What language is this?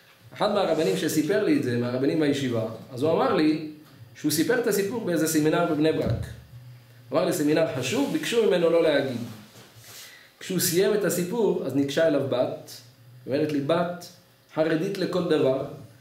Hebrew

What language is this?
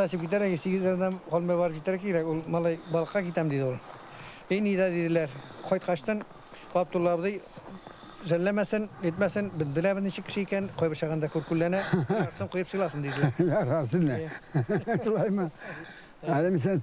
Tatar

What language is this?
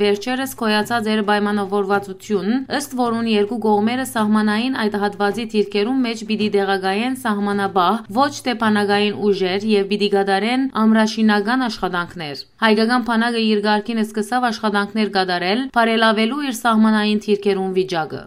Western Armenian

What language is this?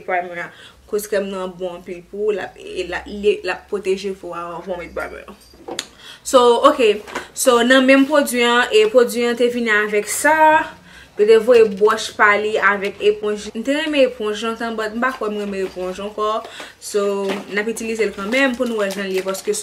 Haitian Creole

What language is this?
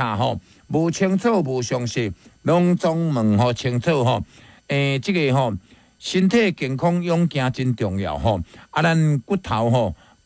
Min Nan Chinese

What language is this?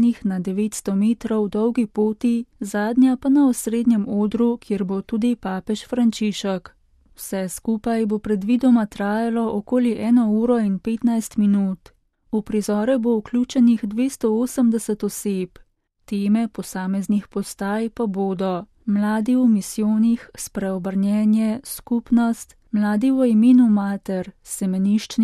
Slovenian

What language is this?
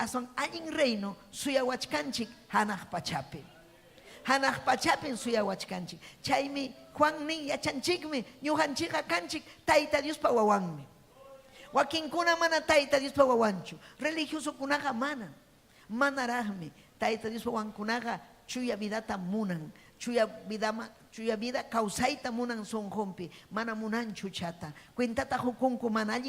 Ayacucho Quechua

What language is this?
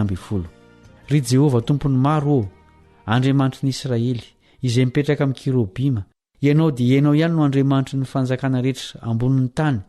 Malagasy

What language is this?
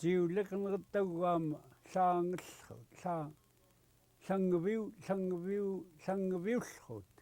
Central Yupik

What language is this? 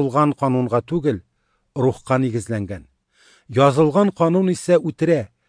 Tatar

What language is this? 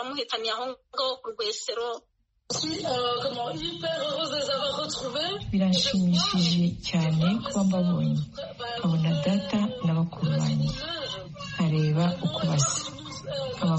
Kinyarwanda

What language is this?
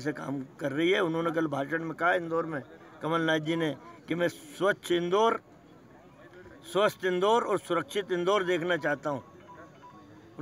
Hindi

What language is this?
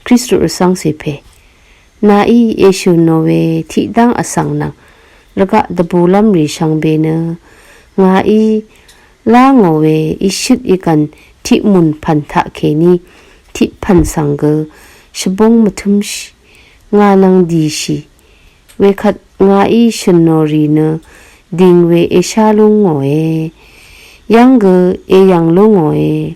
Rawang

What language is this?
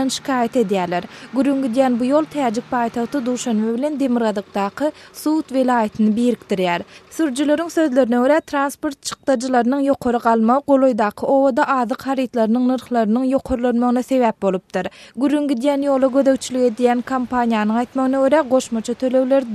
Turkmen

